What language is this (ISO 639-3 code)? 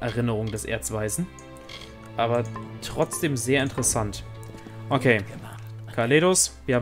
deu